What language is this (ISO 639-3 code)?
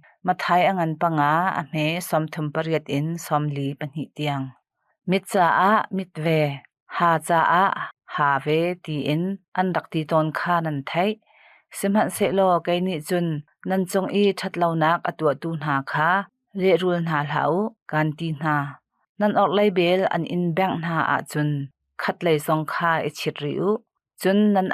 cnh